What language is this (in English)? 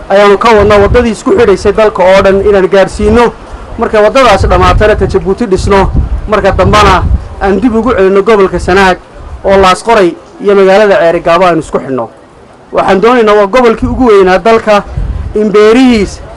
Somali